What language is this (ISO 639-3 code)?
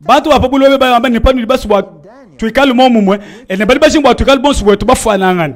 lua